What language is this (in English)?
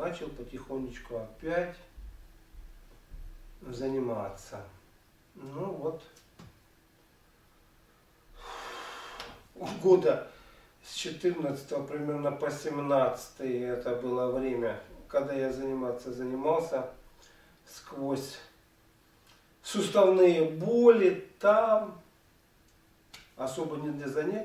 Russian